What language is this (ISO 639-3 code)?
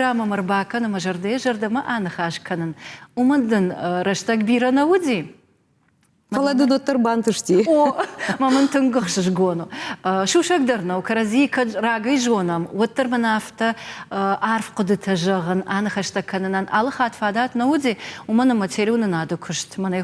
oss